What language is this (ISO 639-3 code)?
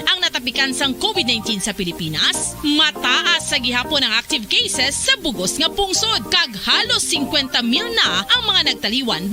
hil